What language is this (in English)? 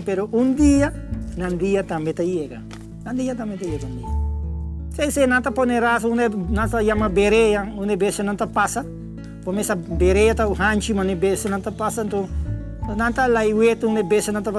Papiamento